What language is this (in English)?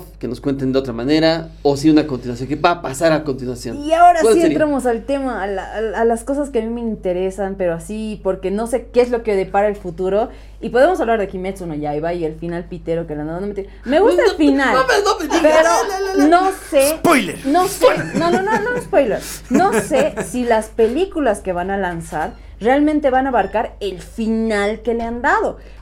Spanish